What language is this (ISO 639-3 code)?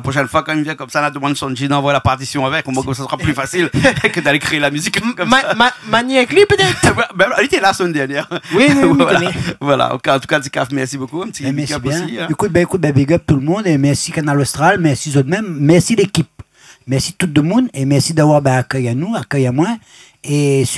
rcf